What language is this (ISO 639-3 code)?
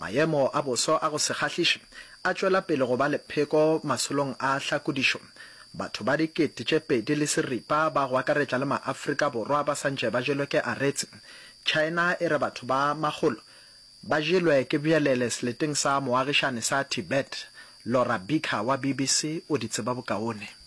nso